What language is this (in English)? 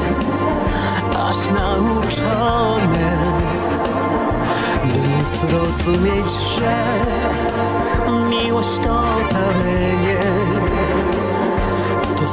Polish